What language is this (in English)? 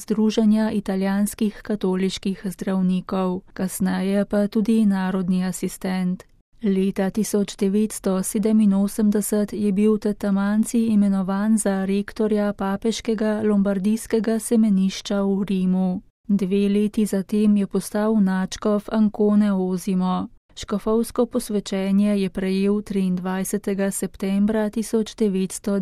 Slovenian